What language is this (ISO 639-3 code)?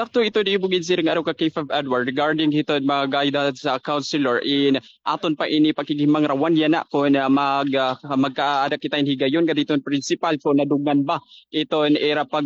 war